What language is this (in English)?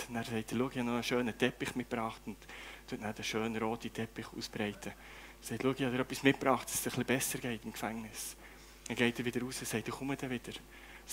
Swiss German